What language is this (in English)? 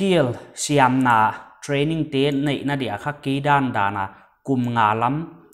Paite Chin